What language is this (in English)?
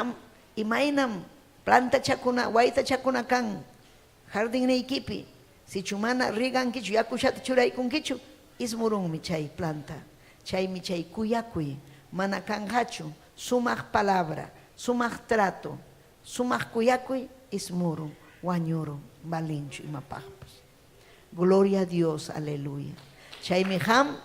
Ayacucho Quechua